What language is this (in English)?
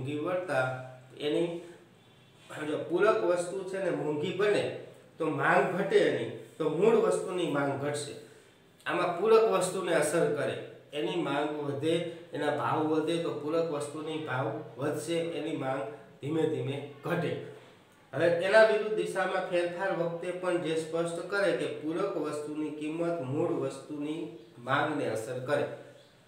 Gujarati